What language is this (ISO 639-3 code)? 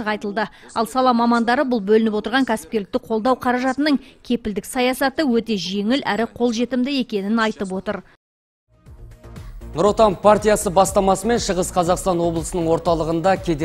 kaz